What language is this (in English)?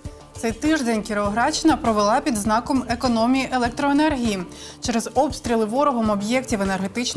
Ukrainian